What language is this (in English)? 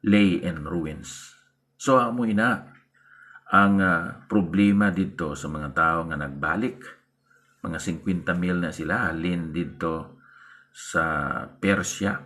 Hiligaynon